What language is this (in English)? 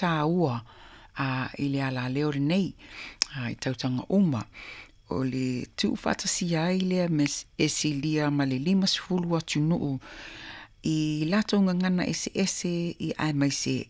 Samoan